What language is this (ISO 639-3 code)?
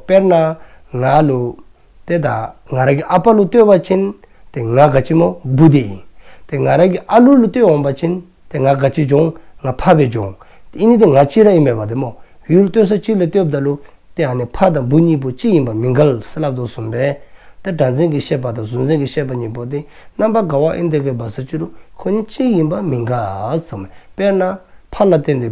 dzo